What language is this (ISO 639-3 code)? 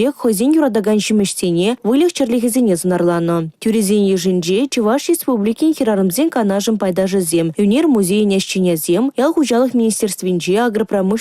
chv